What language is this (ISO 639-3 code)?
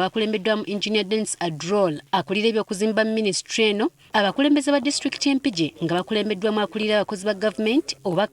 lug